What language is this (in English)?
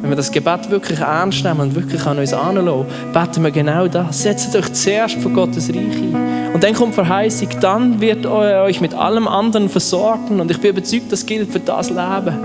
Swiss German